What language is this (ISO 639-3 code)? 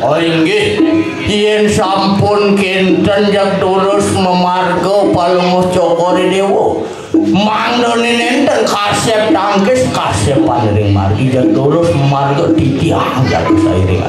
ban